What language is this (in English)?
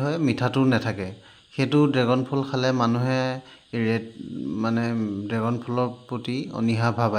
Assamese